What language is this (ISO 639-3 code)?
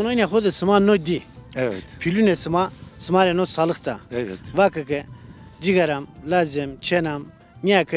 zza